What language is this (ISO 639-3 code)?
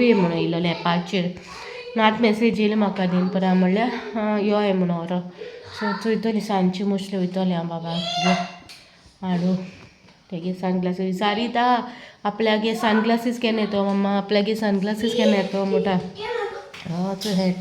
kok